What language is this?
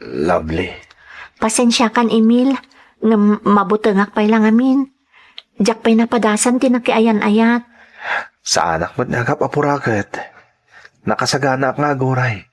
Iloko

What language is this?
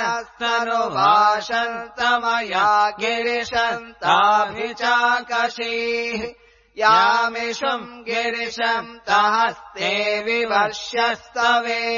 Sanskrit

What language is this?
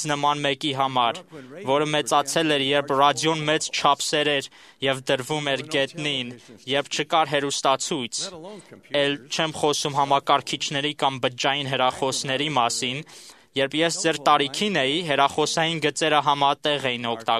Armenian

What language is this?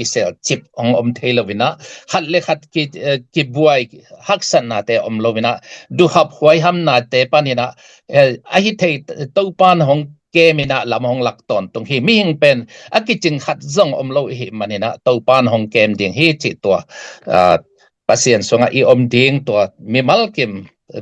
Tedim Chin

